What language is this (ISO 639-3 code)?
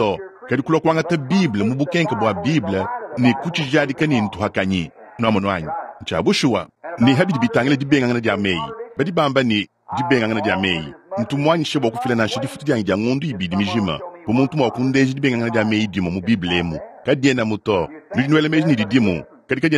lua